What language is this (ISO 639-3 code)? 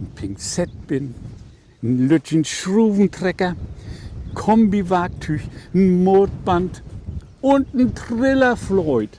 nds